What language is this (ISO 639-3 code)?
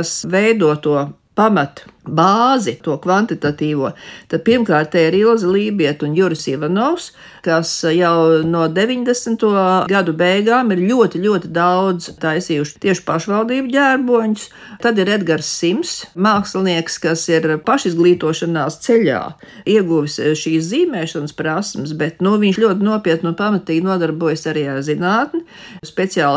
lav